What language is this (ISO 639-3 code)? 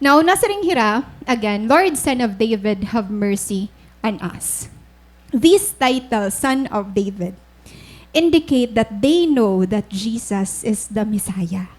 war